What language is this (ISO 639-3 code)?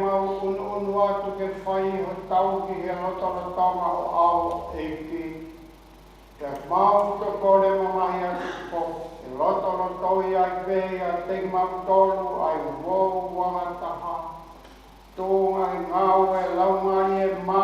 ton